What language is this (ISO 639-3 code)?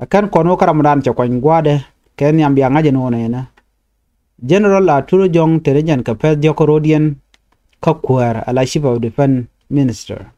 nus